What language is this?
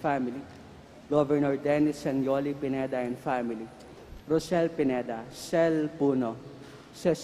Pampanga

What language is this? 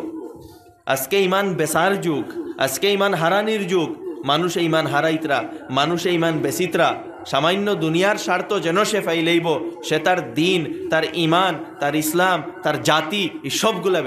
Sylheti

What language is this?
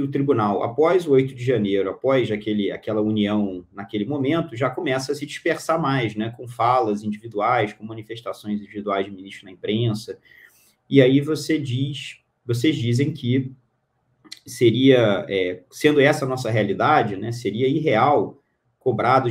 Portuguese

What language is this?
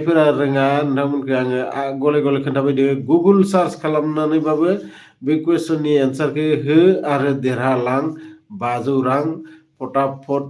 Bodo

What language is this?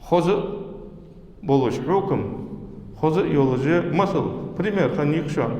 Ingush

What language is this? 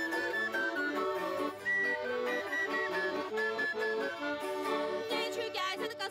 Finnish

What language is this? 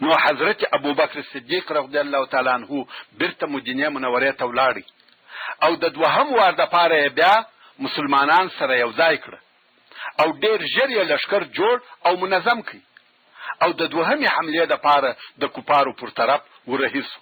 Pashto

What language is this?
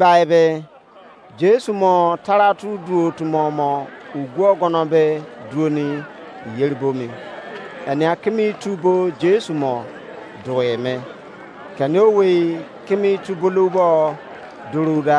Izon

